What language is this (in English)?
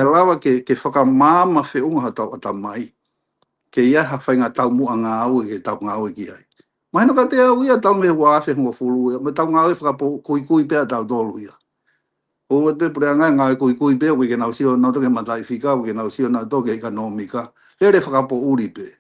Tongan